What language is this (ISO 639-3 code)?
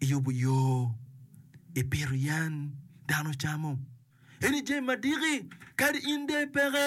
ach